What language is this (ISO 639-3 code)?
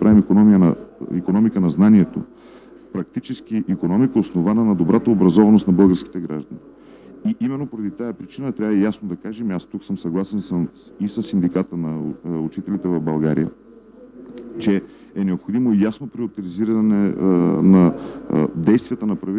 bul